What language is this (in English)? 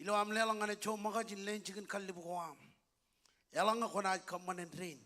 Marshallese